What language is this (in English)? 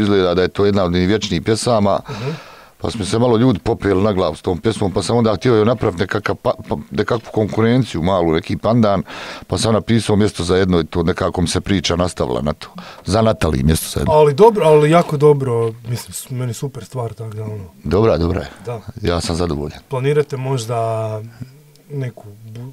Croatian